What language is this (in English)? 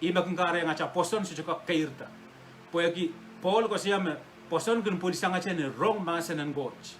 Pohnpeian